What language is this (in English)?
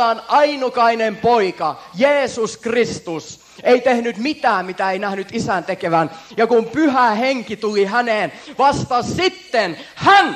Finnish